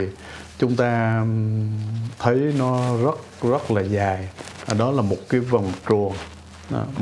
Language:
Vietnamese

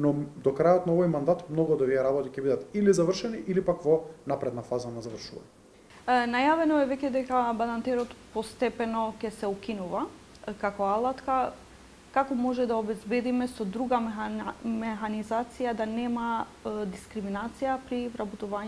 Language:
Macedonian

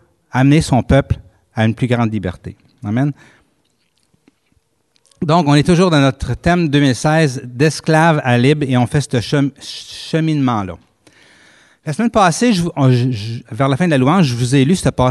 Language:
French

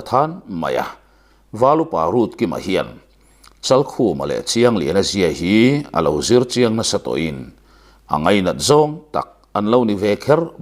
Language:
Mizo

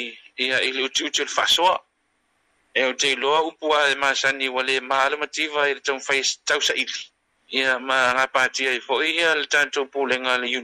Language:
Samoan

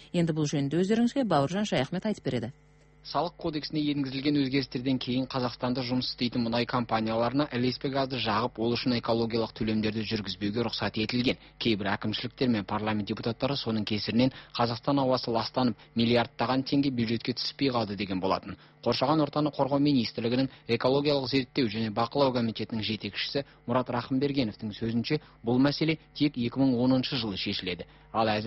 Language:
Kazakh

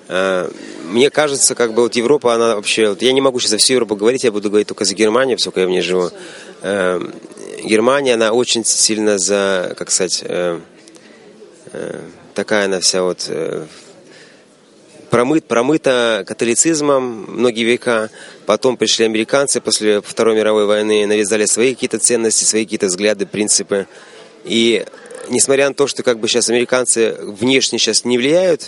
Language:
Russian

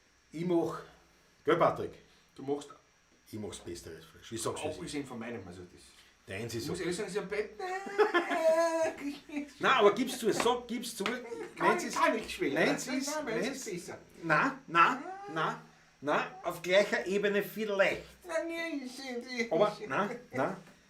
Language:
Bavarian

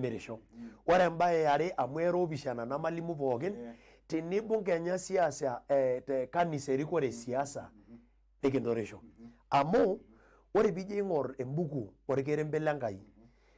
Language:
Masai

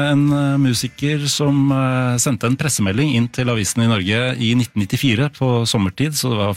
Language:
Norwegian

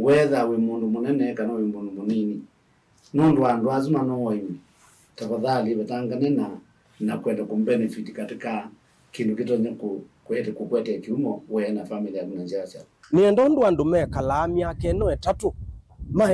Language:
Kamba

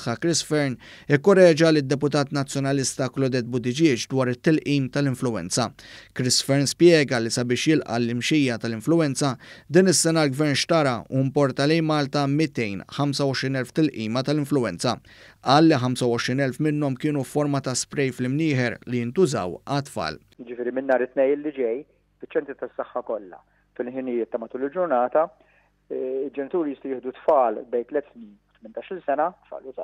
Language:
Maltese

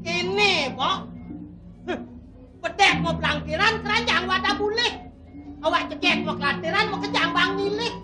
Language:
Balinese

